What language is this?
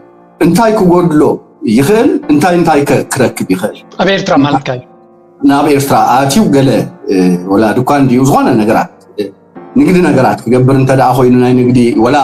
Tigrinya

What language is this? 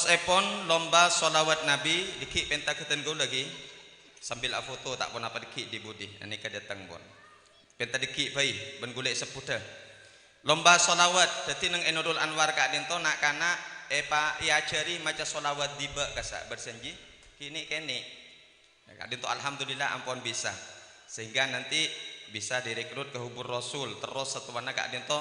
Madurese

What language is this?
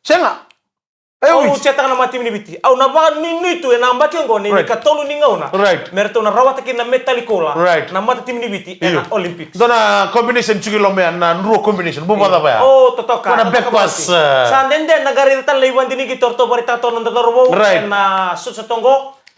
Fijian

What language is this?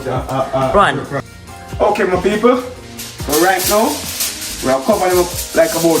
Jamaican Creole English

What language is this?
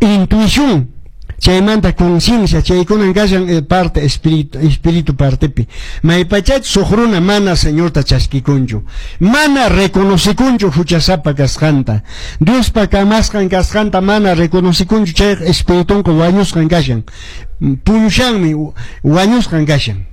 Quechua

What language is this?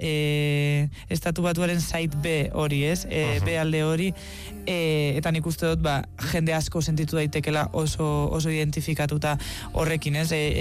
Basque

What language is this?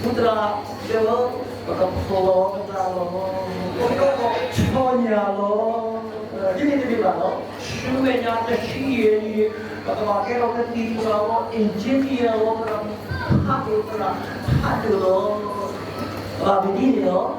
S'gaw Karen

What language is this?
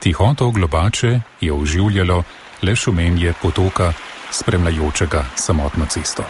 Slovenian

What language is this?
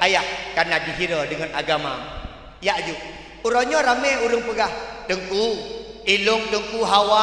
Achinese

